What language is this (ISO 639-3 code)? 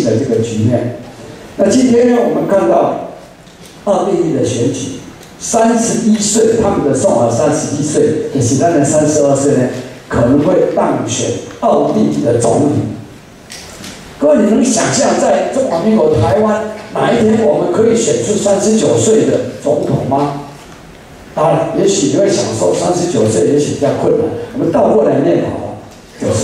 zho